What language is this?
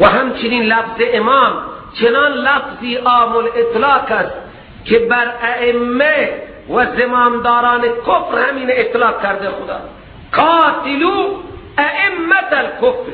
Persian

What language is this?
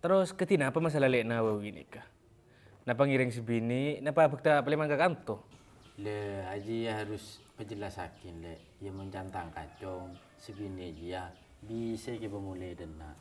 Madurese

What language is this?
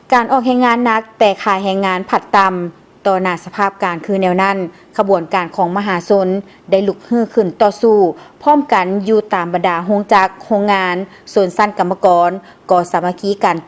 Lao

